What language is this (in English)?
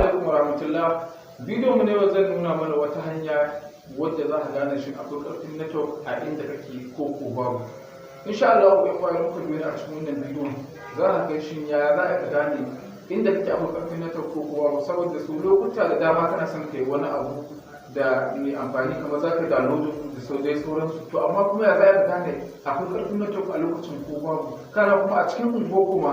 Hausa